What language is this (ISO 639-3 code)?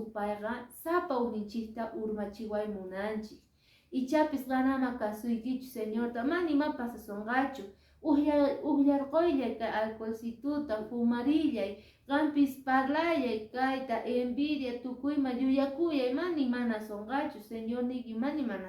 que